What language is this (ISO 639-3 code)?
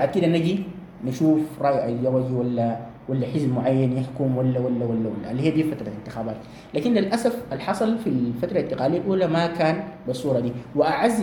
apd